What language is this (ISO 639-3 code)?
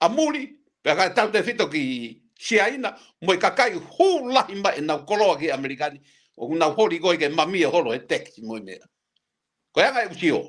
ton